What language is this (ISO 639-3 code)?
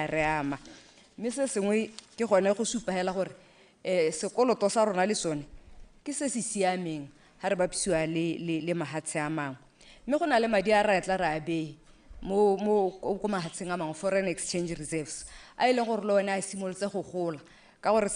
tsn